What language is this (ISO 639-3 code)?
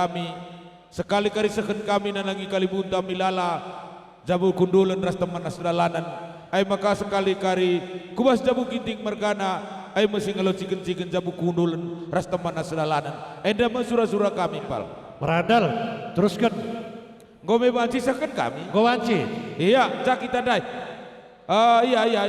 btx